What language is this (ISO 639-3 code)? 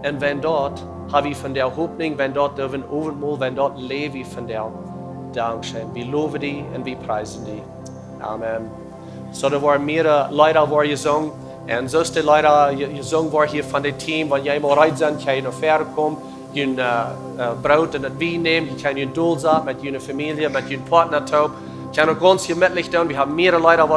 pdt